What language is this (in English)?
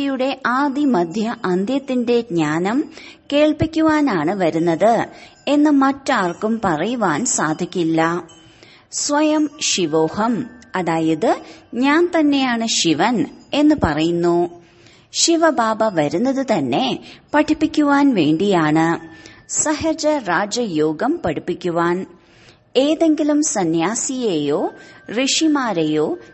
Malayalam